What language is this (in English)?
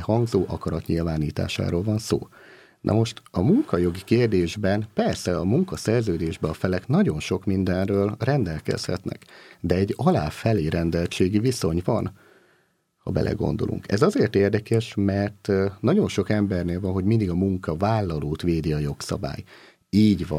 Hungarian